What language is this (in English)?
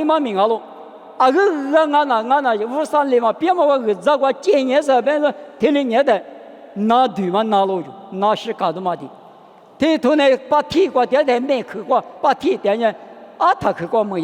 Lisu